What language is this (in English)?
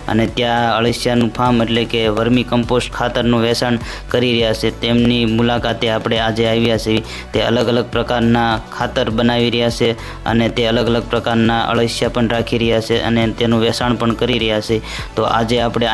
Gujarati